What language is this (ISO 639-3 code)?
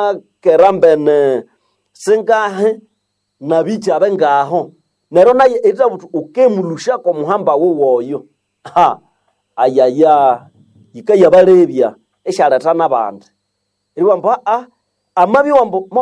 nnb